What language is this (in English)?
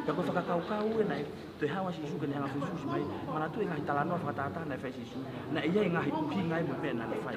Tongan